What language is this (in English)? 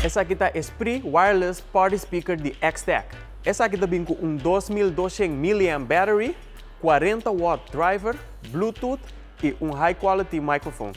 Papiamento